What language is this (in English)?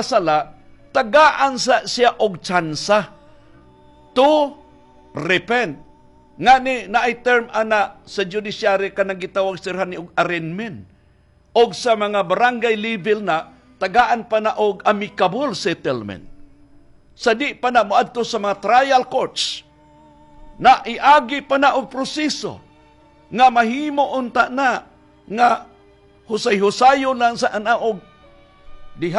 Cebuano